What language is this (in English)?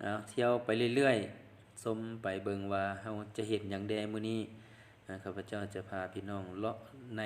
Lao